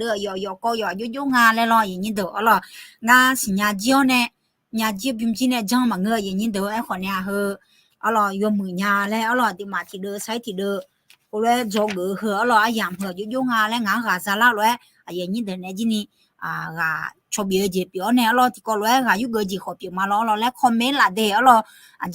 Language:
Akha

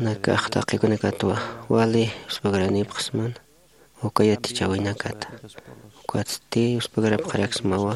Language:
Aymara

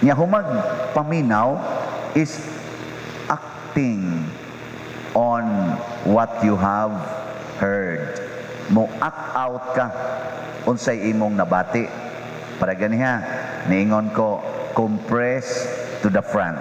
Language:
Cebuano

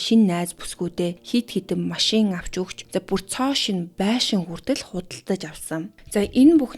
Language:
Mongolian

